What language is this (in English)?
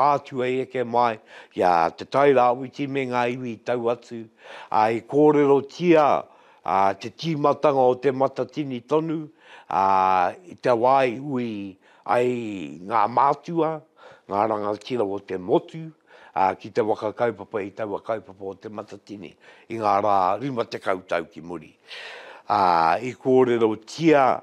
Māori